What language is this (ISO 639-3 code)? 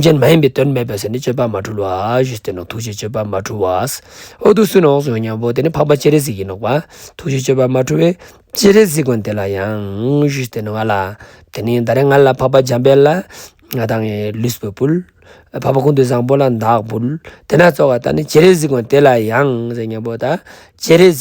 lbj